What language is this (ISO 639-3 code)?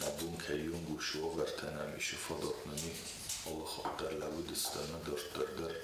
oss